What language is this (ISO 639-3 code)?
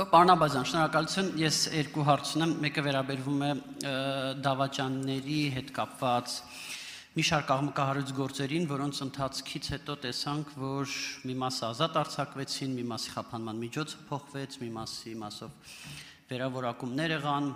hye